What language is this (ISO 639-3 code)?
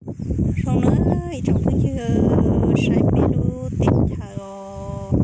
hmn